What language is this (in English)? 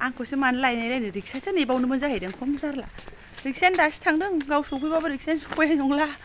Bodo